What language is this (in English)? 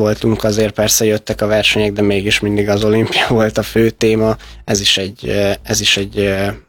Hungarian